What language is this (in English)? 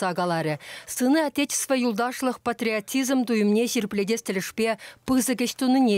Chuvash